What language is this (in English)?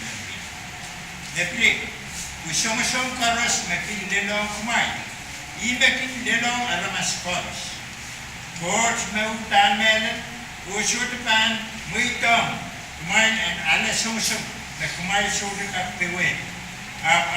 Pohnpeian